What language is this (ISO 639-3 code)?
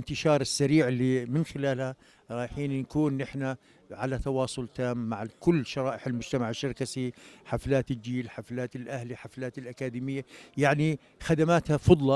apc